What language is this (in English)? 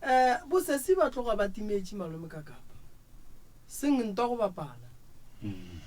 Northern Sotho